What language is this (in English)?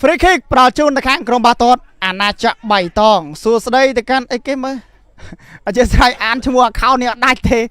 Khmer